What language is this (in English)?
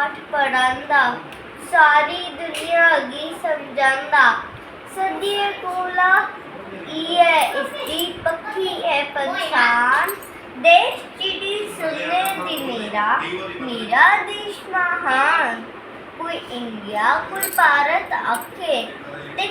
Dogri